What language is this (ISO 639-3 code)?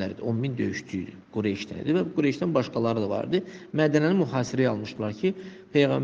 aze